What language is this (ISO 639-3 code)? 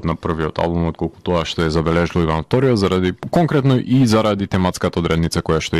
mkd